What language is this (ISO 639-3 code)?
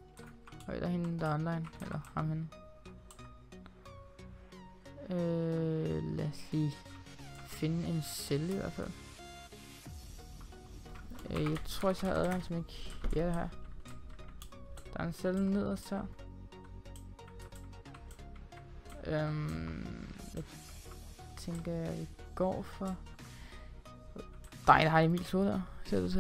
dan